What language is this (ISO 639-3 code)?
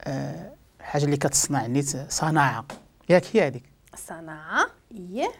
ary